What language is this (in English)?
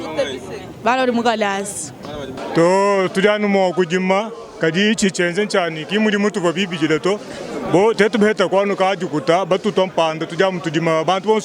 Luba-Lulua